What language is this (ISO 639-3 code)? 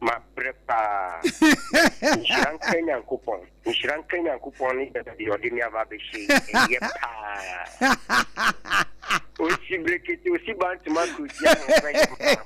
aka